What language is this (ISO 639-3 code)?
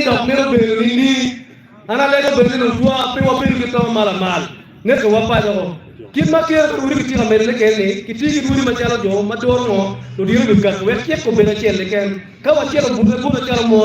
ach